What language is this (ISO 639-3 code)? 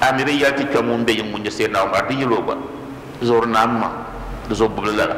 dag